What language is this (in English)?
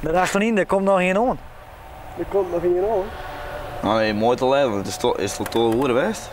Western Frisian